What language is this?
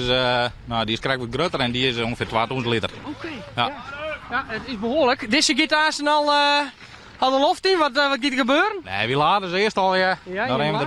Western Frisian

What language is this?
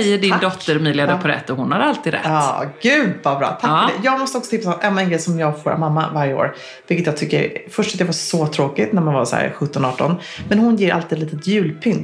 Swedish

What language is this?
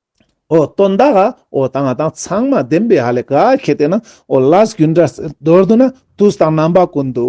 Ladakhi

